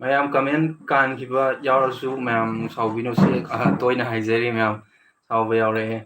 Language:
Manipuri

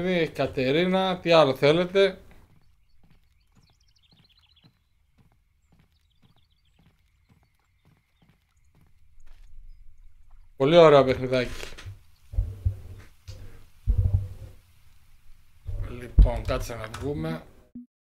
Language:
Greek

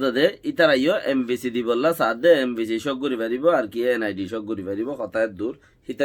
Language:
Rohingya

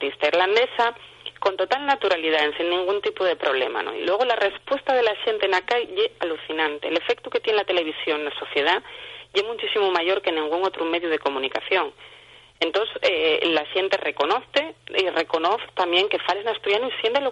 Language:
Asturian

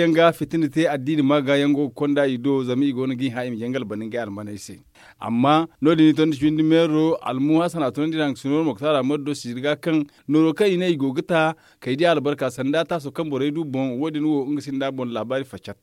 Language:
Zarma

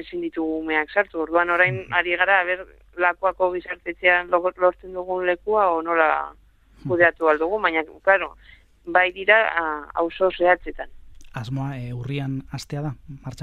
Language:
Basque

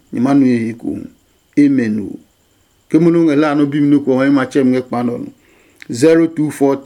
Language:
Adangme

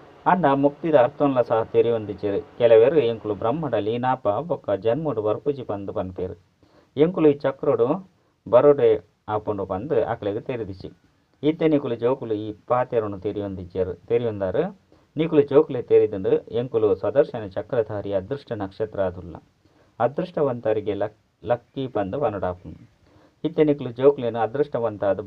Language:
Tulu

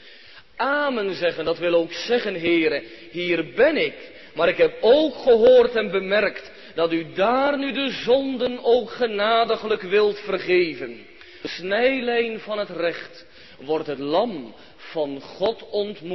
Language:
Dutch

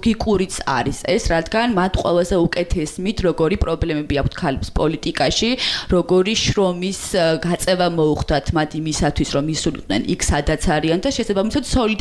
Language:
Georgian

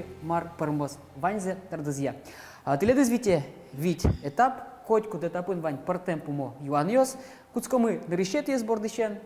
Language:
Udmurt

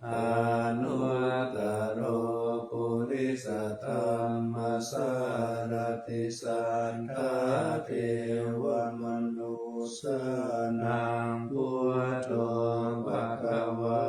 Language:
Pali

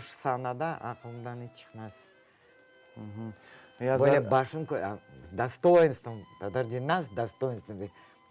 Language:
Crimean Tatar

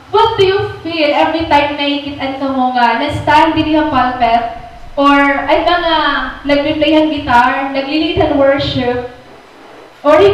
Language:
Waray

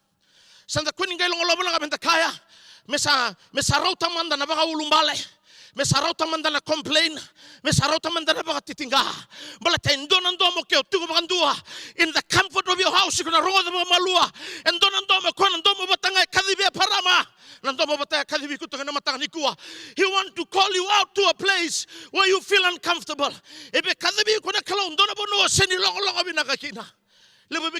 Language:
Fijian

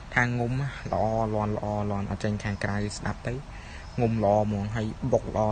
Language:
Khmer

